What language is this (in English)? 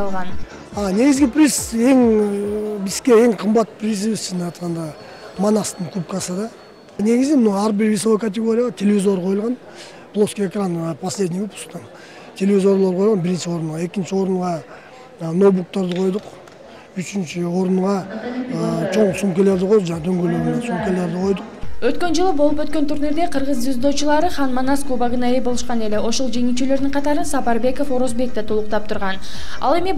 Kyrgyz